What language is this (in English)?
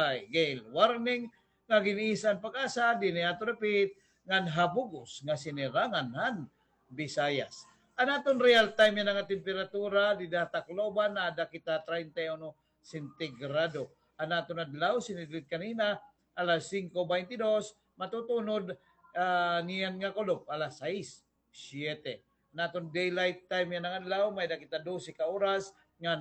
Waray